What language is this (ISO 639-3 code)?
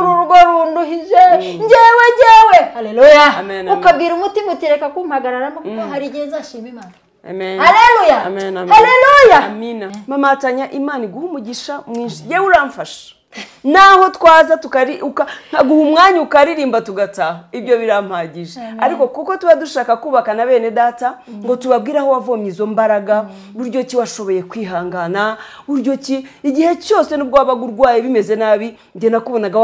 kin